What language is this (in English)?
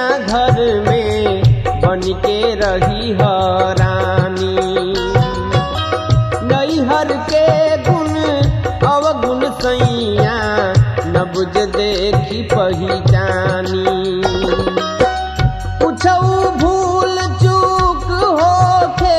Bhojpuri